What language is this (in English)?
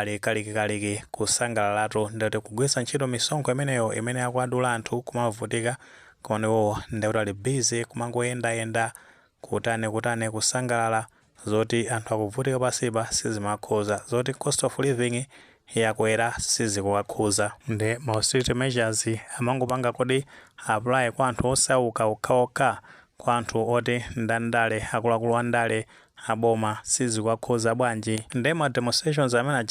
Nyanja